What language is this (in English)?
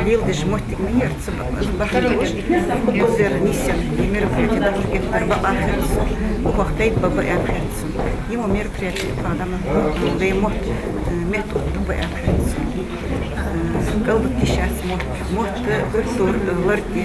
Ingush